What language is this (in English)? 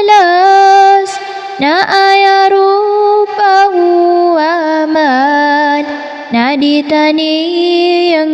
Maranao